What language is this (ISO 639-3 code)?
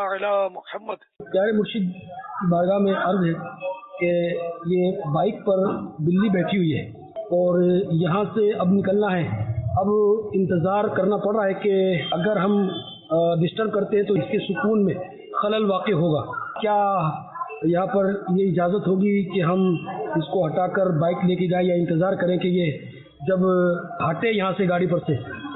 urd